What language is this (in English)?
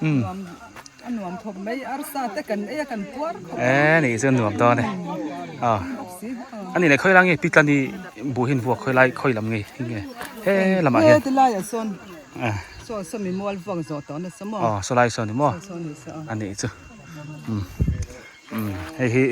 Biete